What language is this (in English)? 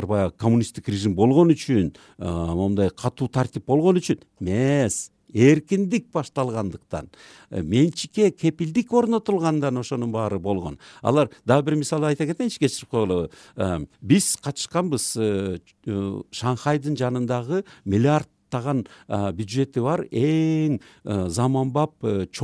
Kyrgyz